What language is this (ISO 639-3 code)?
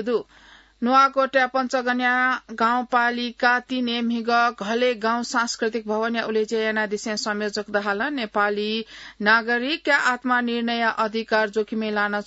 new